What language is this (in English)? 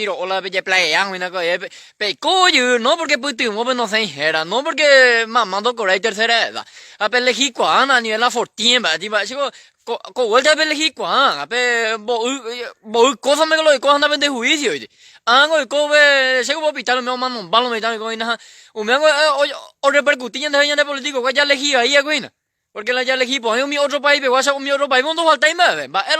Guarani